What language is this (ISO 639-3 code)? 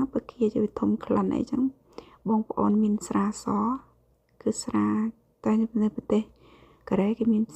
khm